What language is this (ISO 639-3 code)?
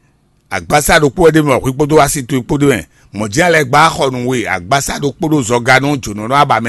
fon